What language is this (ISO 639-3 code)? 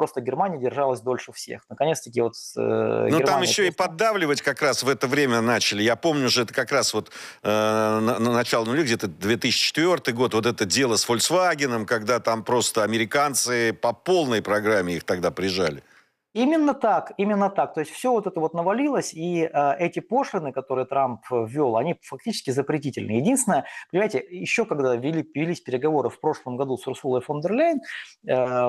rus